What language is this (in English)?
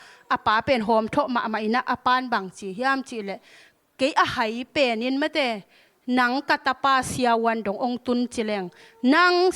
Tedim Chin